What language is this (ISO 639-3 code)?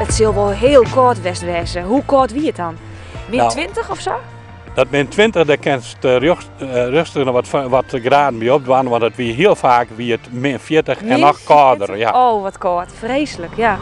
fry